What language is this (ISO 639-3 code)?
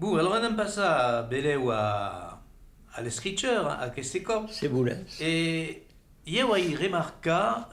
oci